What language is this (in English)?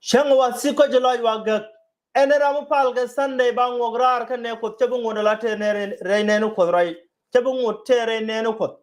Nuer